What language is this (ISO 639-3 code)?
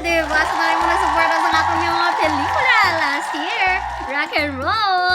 hil